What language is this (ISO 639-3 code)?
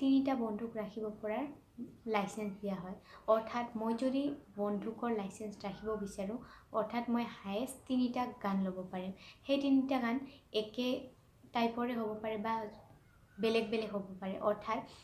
asm